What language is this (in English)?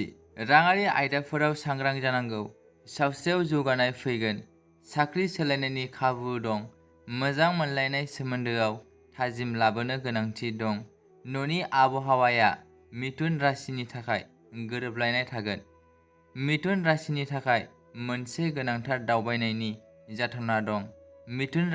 Bodo